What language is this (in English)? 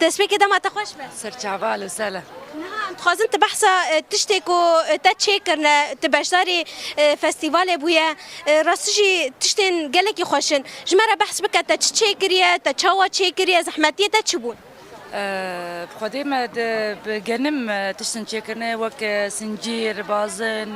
Kurdish